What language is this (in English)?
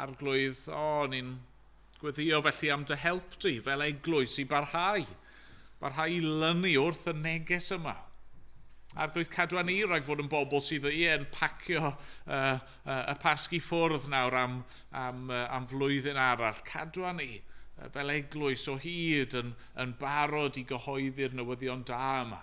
Welsh